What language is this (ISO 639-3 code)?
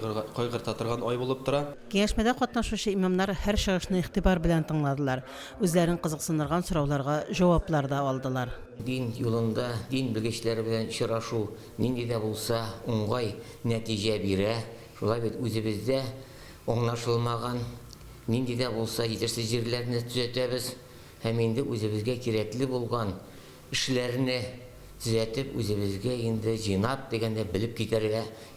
tat